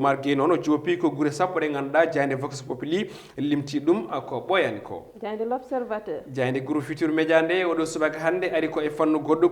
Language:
Fula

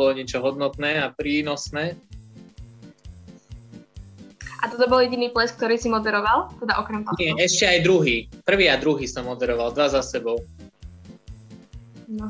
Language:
Slovak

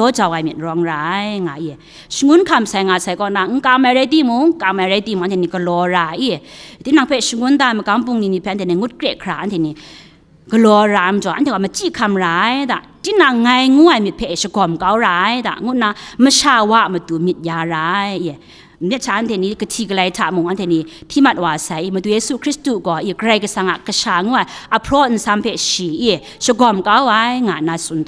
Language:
Kachin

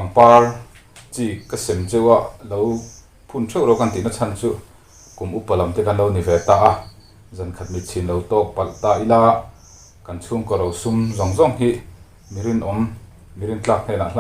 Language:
Mizo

